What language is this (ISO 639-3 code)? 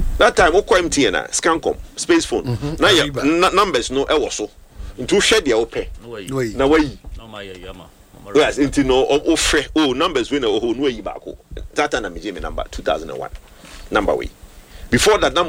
aka